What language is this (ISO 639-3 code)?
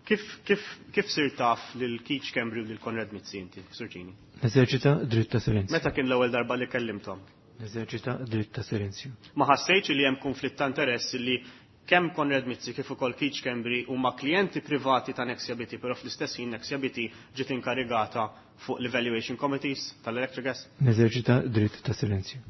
mlt